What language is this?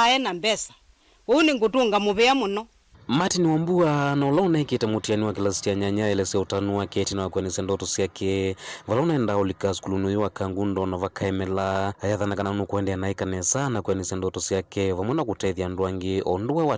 Kamba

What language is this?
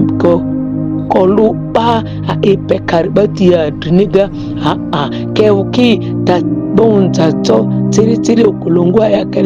Ma'di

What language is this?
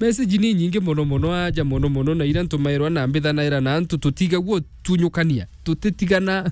Meru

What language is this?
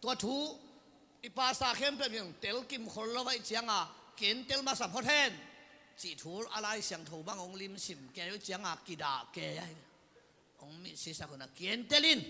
Tedim Chin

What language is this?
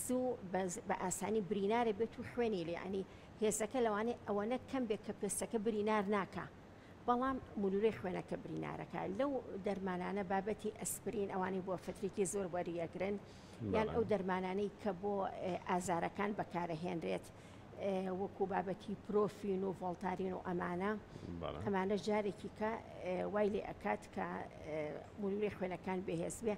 Central Kurdish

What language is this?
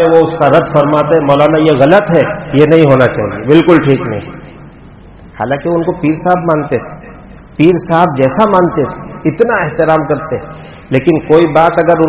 Urdu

